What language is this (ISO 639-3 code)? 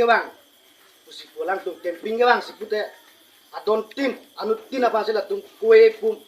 mjw